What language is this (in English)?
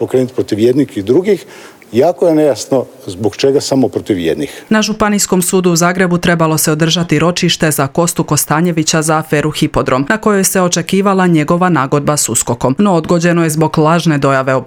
Croatian